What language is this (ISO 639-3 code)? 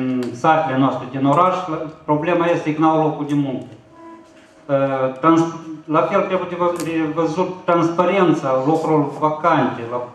ron